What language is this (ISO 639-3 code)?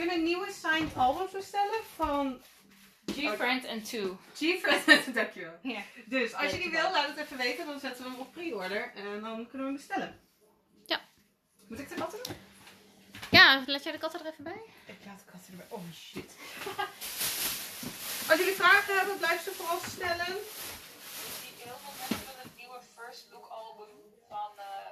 nld